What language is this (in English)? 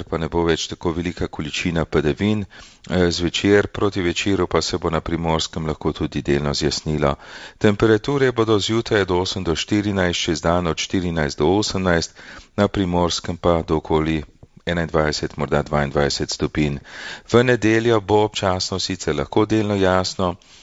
Slovenian